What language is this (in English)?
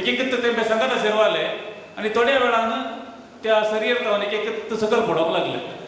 Konkani